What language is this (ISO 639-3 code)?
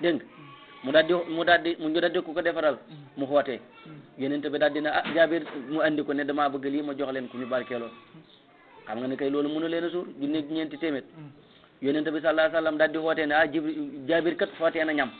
wol